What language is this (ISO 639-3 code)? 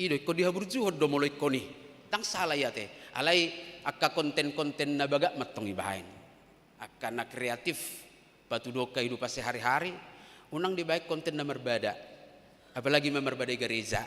bbc